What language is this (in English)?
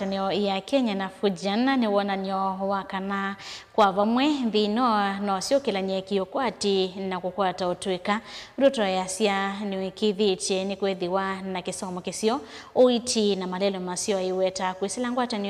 Kamba